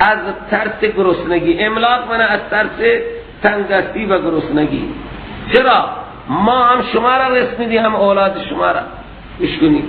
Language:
Persian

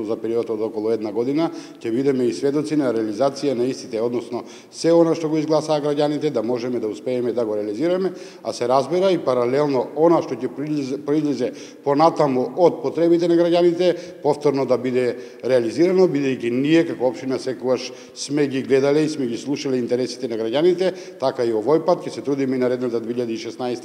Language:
Macedonian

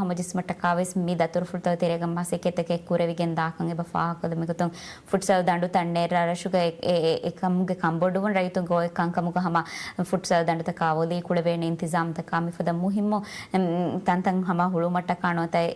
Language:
Divehi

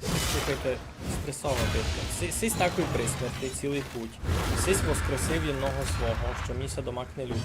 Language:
Rusyn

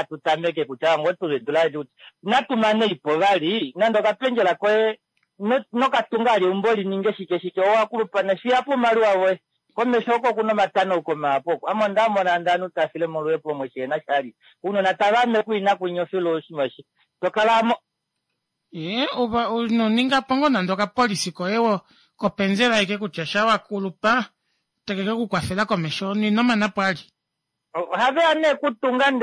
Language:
Kuanyama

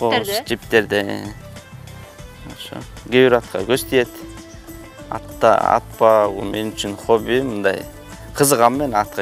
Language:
Kyrgyz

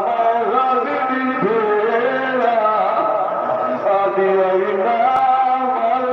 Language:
Saraiki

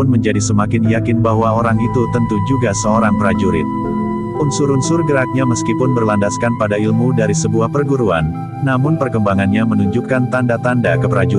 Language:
Indonesian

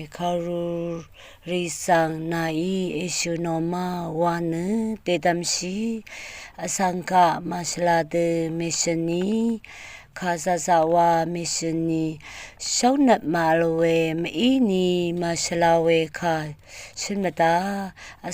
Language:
Rawang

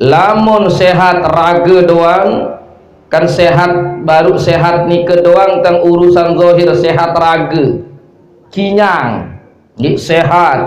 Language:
Sasak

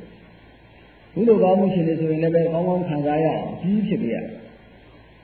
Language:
Burmese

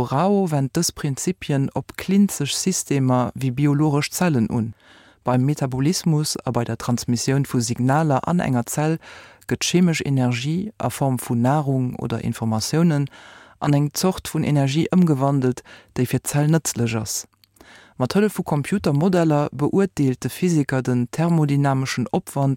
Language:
Luxembourgish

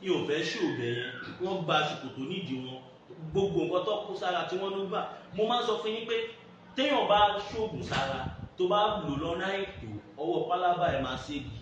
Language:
Yoruba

